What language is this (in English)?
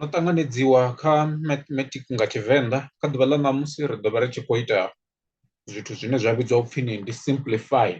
Venda